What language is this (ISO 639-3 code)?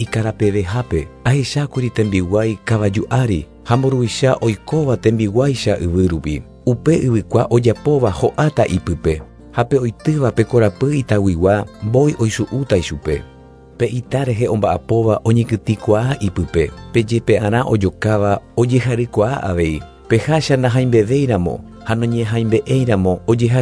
grn